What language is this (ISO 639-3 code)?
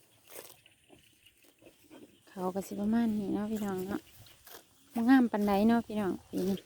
lao